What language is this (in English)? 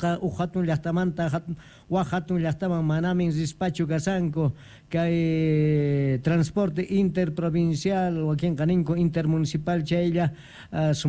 South Bolivian Quechua